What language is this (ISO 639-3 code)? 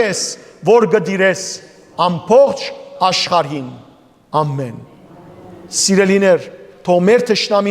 hyw